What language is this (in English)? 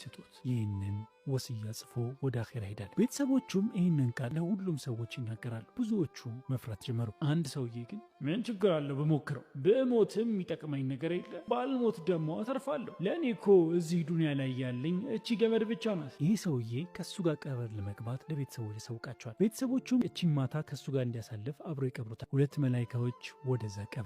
Amharic